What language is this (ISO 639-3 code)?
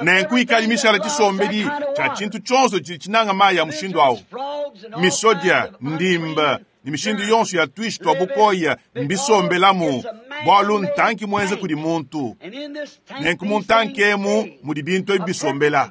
lua